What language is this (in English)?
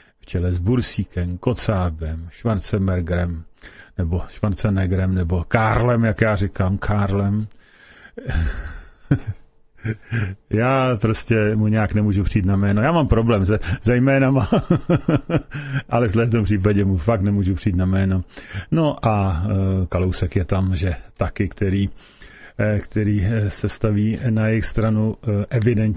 Czech